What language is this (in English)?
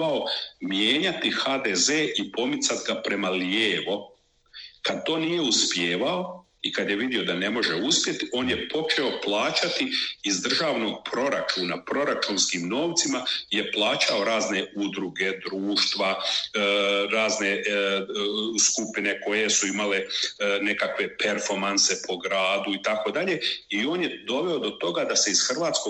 Croatian